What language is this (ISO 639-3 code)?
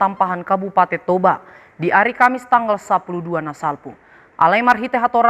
bbc